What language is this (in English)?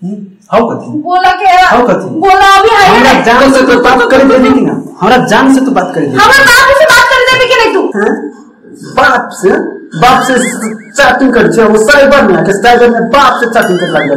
Maithili